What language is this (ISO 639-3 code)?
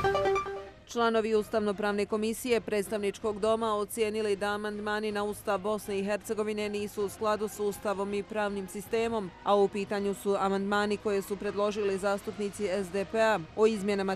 bos